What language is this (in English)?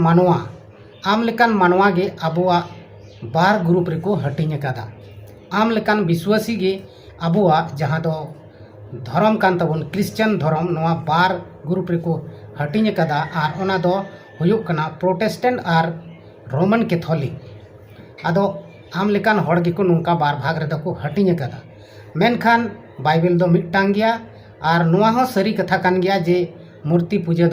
Santali